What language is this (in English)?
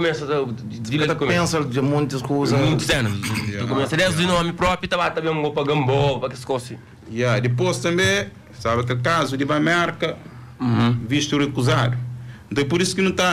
Kabuverdianu